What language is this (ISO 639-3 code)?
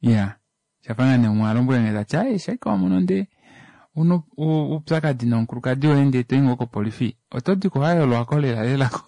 kua